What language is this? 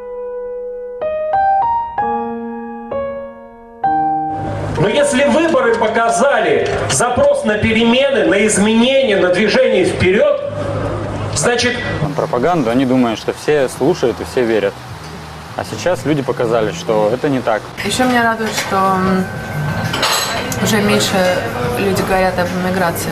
Russian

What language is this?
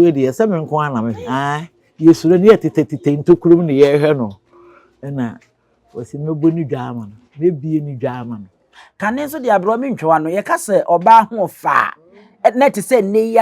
Akan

